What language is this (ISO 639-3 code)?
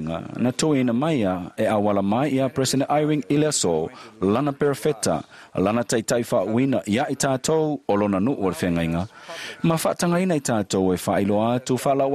smo